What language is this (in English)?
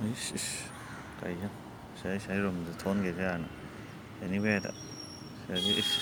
Manipuri